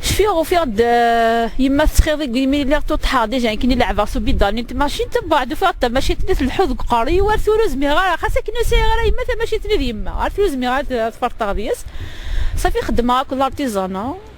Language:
Kabyle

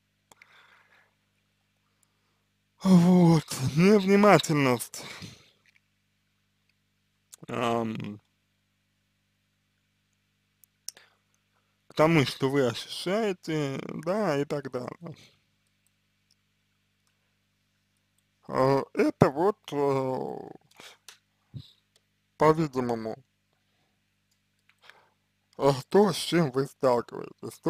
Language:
Russian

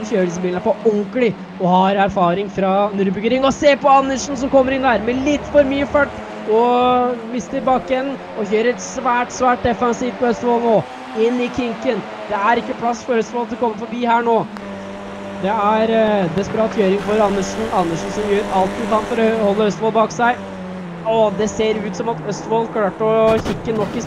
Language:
Norwegian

